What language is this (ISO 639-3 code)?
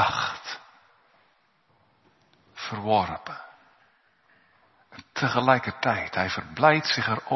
nld